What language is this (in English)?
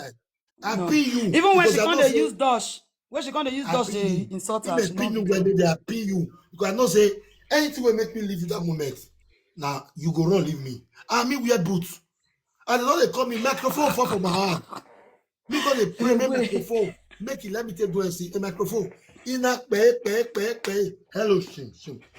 Nigerian Pidgin